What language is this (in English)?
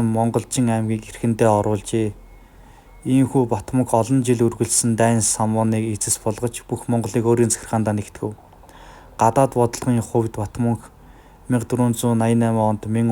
Mongolian